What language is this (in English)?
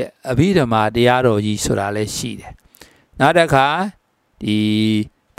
Burmese